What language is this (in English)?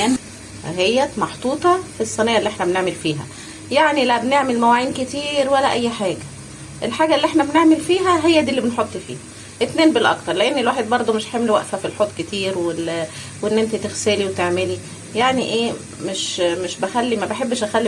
Egyptian Arabic